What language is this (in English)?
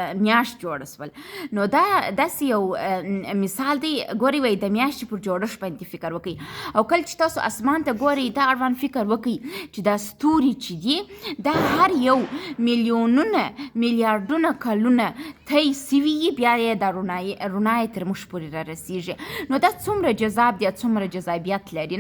Pashto